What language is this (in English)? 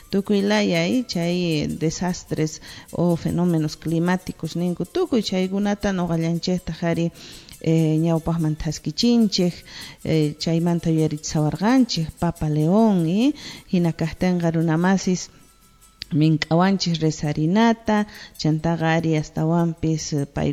South Bolivian Quechua